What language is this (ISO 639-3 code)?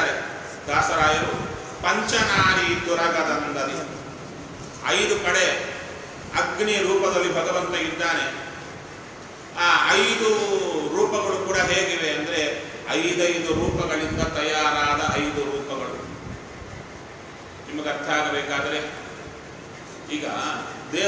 kan